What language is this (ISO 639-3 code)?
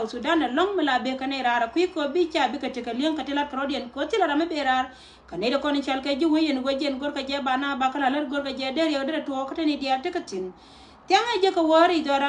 nus